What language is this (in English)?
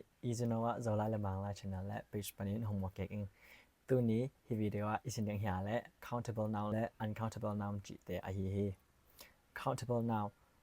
Tedim Chin